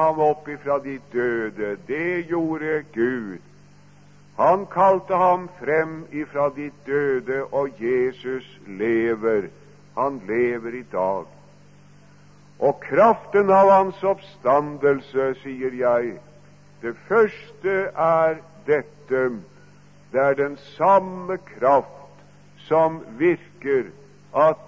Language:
Norwegian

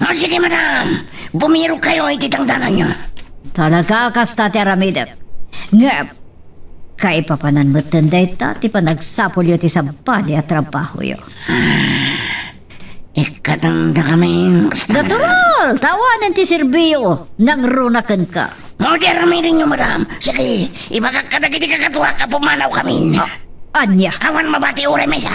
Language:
Iloko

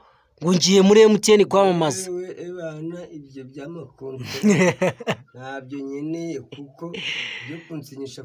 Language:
Kinyarwanda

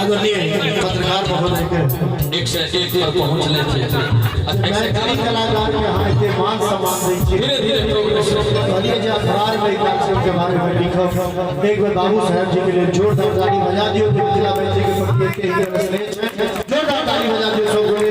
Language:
Maithili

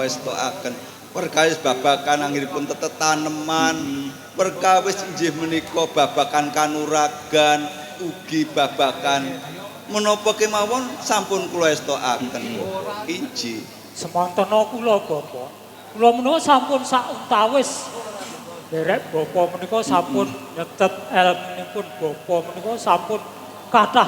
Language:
Javanese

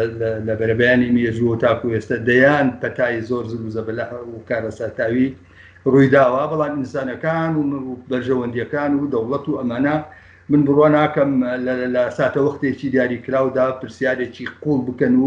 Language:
Central Kurdish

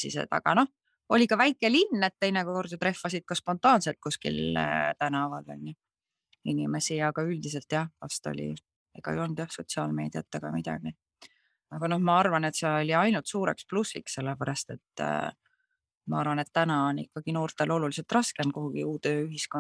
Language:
Estonian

